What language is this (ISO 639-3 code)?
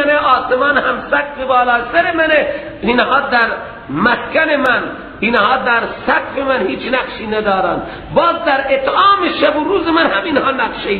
fas